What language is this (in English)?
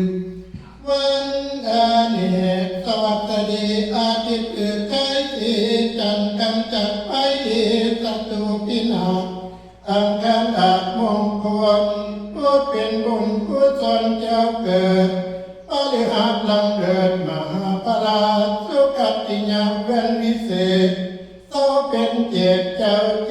Northeastern Thai